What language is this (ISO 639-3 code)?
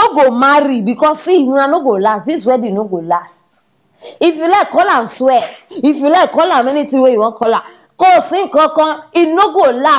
pcm